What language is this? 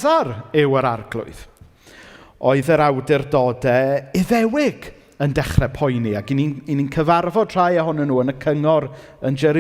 Welsh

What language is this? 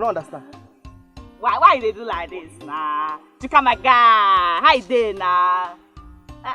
Nigerian Pidgin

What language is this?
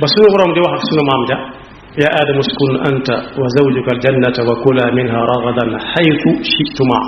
Wolof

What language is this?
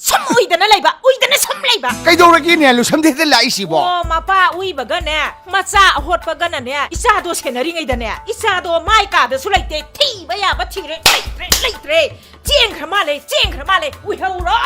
Manipuri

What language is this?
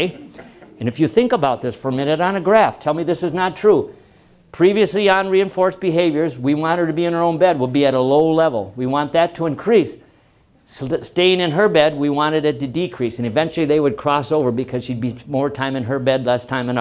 English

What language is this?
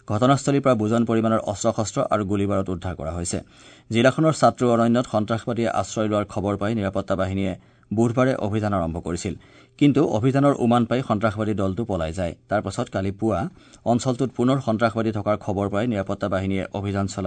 Assamese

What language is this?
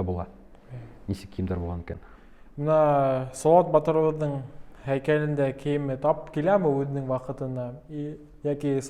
Bashkir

